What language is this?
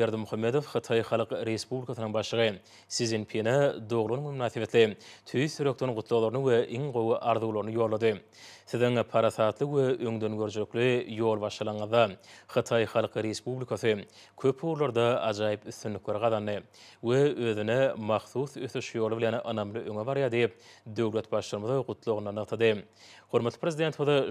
Turkmen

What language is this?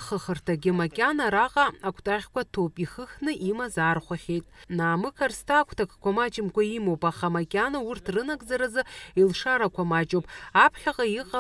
Abkhazian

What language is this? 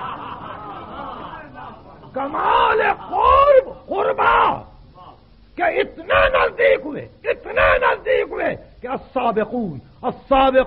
Urdu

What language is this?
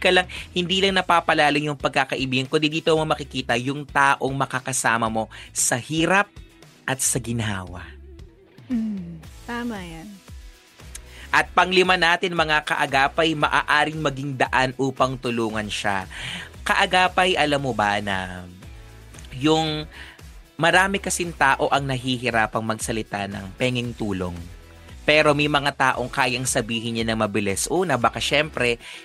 Filipino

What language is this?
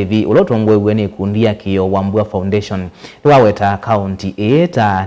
Kamba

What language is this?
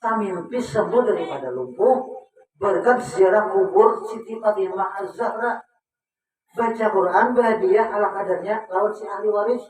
Banjar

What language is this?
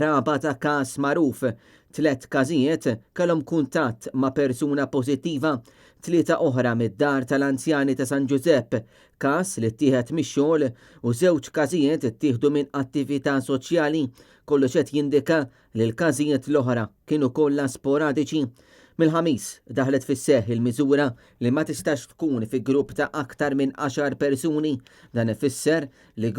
Maltese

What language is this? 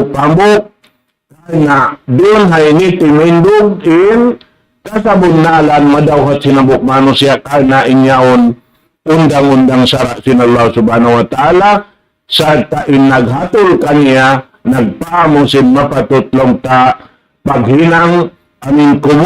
Tausug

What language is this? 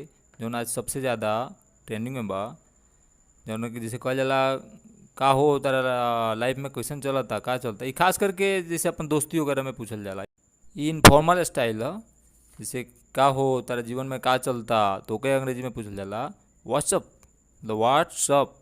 Bhojpuri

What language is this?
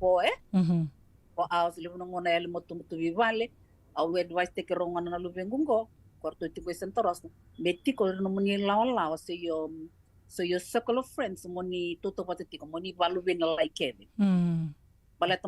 Fijian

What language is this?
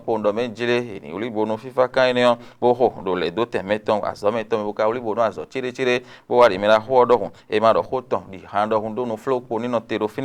Fon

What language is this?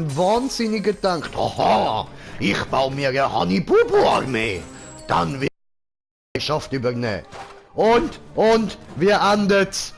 Swiss German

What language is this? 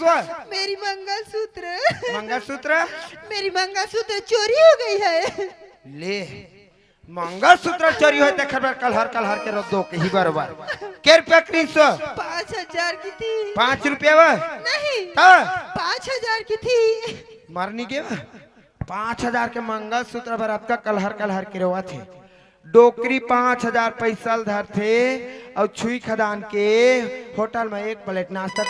Chhattisgarhi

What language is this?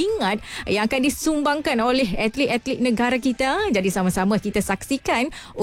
Malay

